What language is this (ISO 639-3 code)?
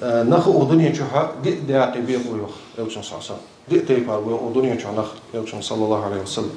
inh